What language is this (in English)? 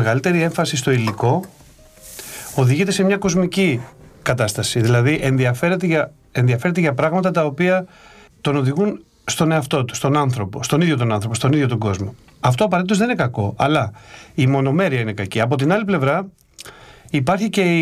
Greek